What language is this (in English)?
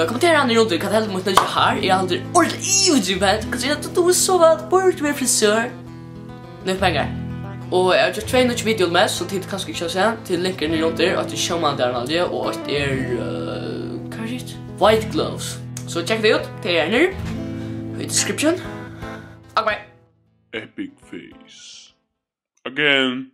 Faroese